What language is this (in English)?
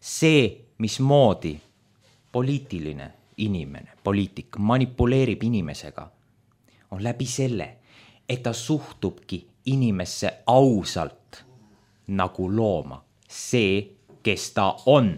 Estonian